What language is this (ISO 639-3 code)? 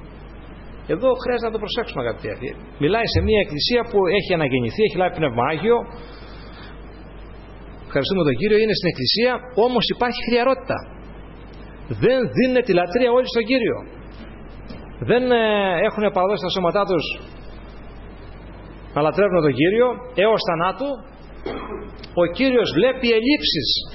ell